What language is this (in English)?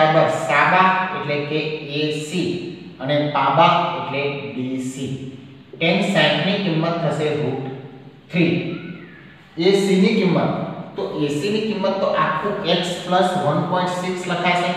Gujarati